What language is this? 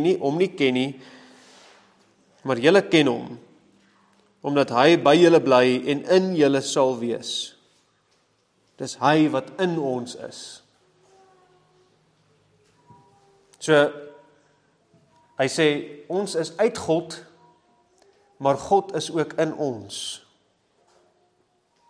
Afrikaans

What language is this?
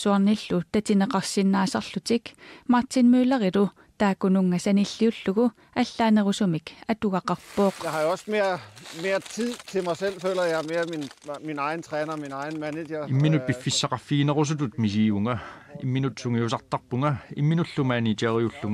Kalaallisut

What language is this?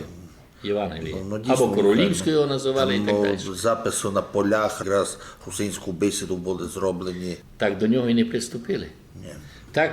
Rusyn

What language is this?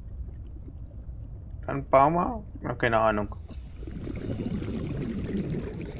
German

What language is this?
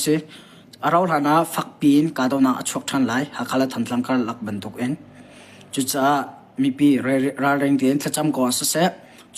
Hakha Chin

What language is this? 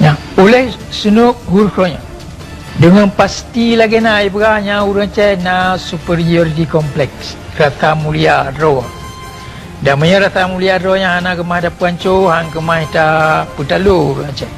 Achinese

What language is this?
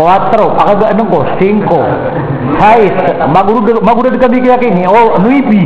Maranao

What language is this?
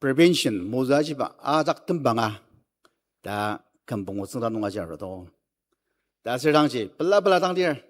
Ao Naga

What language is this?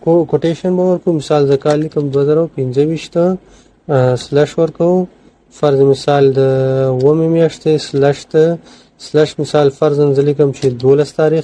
Pashto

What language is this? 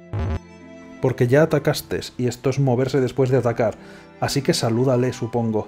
Spanish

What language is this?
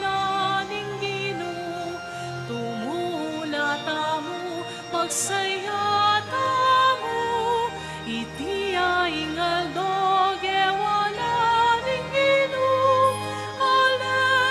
Pampanga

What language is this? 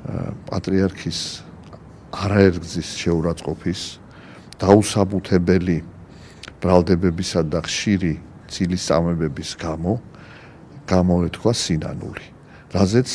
Georgian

